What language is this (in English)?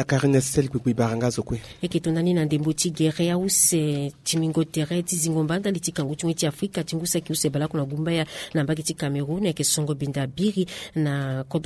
Sango